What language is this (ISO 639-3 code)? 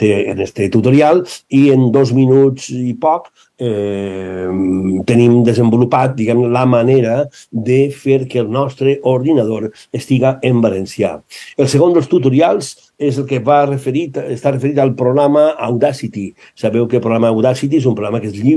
cat